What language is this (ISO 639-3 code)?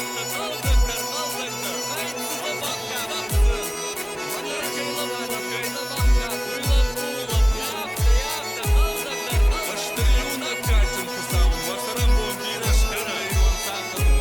oss